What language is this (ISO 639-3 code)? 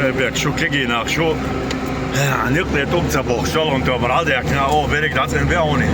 che